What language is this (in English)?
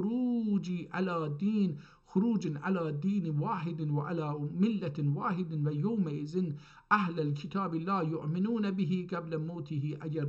South Azerbaijani